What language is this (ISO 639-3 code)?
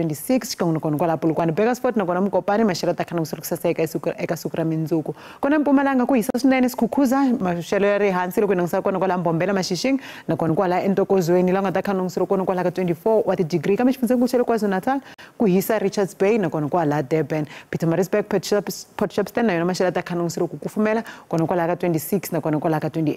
tso